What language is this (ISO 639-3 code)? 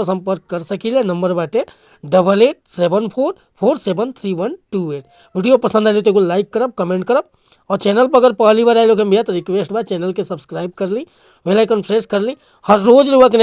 bho